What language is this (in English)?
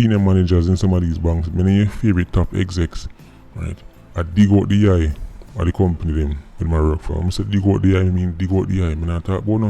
Jamaican Creole English